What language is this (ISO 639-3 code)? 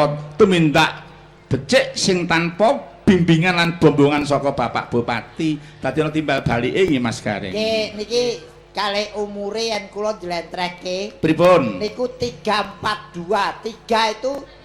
jav